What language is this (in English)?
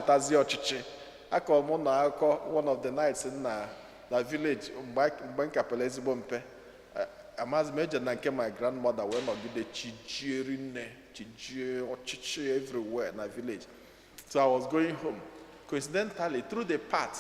Igbo